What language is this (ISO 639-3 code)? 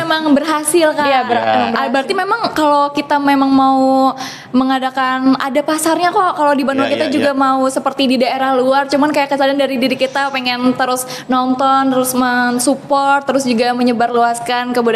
bjn